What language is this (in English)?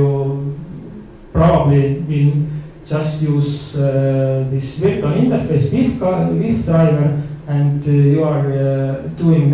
English